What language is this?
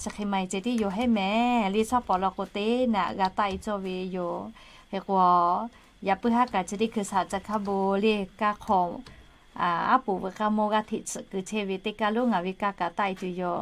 Lahu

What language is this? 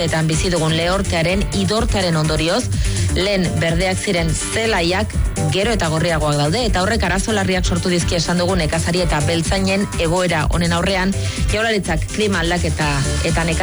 Basque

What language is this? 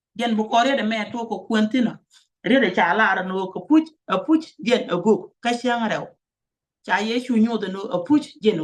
Nuer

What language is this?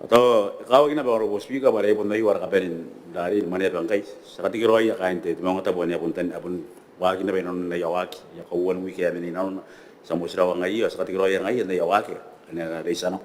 Gilbertese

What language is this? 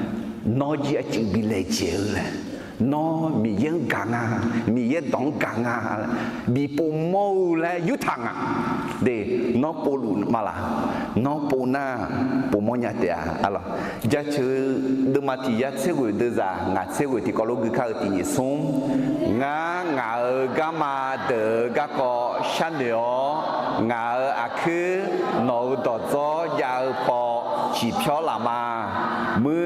Akha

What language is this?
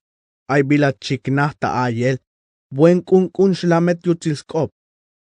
Tzeltal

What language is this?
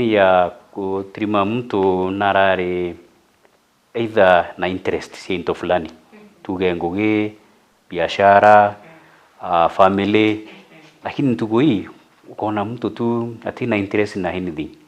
Meru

